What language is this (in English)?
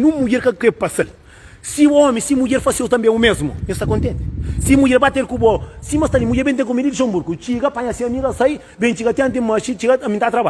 Kabuverdianu